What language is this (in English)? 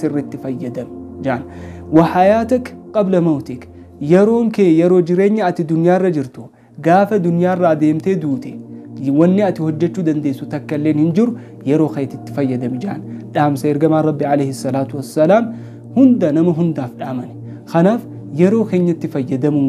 Oromo